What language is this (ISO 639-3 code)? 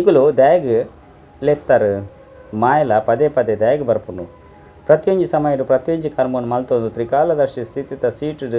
tcy